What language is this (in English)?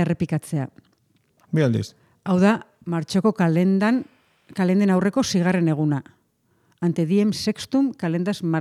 Basque